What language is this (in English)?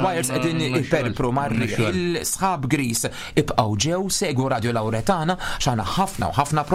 Maltese